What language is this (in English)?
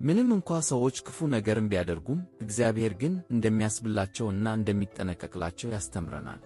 Amharic